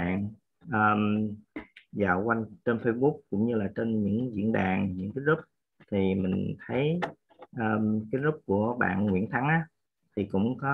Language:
Vietnamese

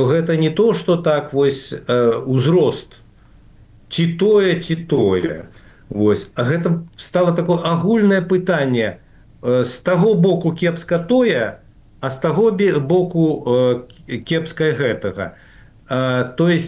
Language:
Belarusian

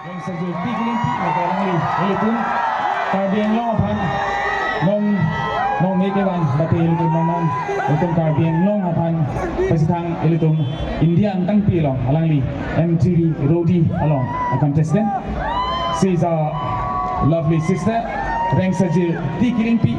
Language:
Karbi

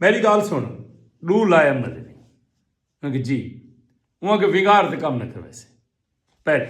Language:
Saraiki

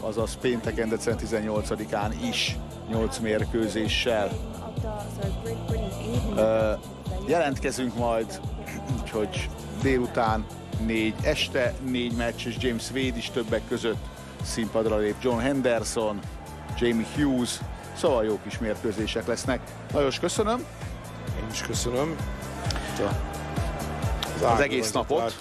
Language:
Hungarian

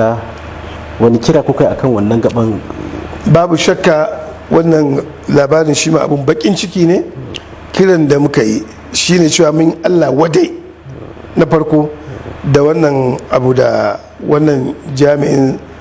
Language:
Hausa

